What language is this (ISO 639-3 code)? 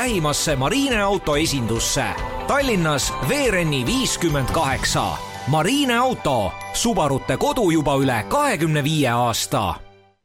est